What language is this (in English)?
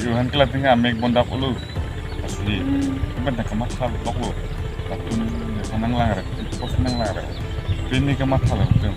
Karbi